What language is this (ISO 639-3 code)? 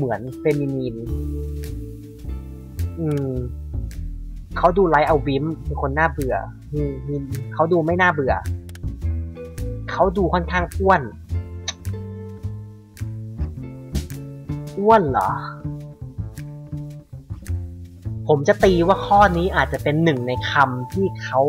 tha